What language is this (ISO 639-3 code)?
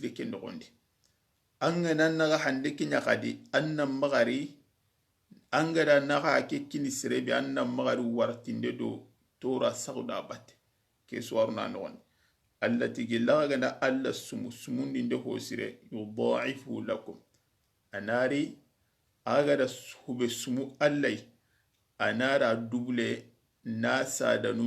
snk